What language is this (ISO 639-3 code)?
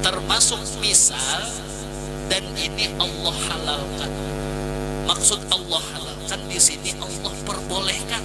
bjn